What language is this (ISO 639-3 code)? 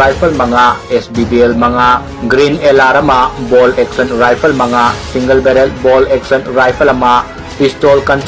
mni